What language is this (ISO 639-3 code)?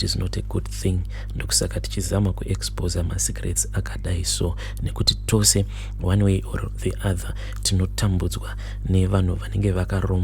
sna